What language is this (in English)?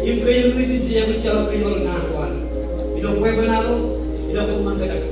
Marshallese